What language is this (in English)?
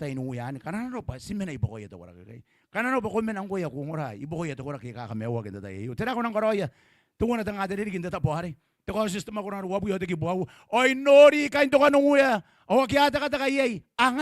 Gilbertese